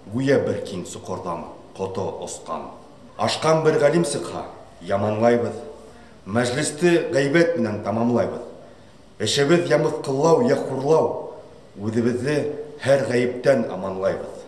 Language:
Bashkir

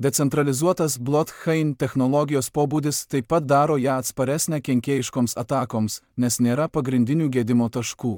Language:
Lithuanian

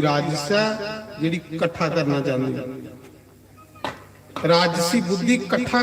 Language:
Dogri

